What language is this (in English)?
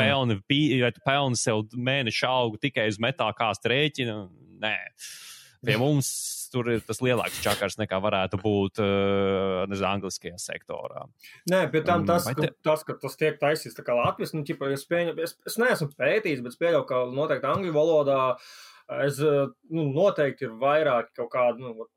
Latvian